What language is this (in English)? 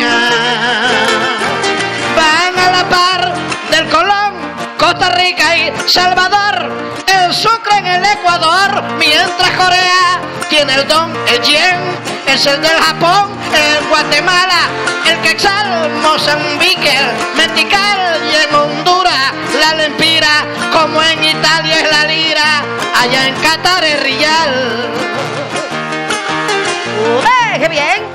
Spanish